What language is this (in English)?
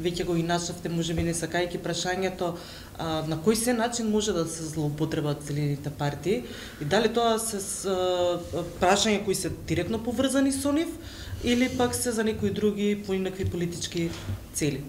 Macedonian